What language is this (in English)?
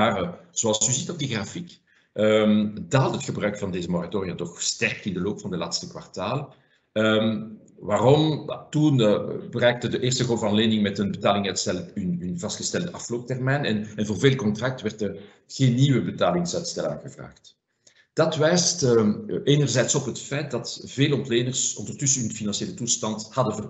Dutch